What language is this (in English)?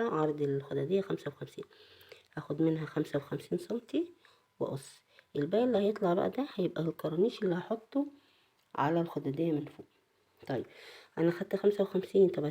Egyptian Arabic